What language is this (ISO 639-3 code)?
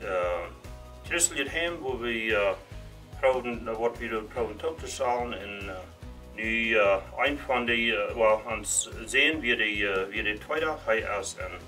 pdt